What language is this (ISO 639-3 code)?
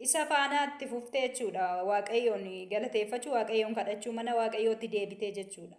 orm